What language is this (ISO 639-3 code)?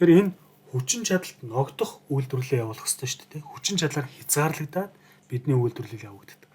mon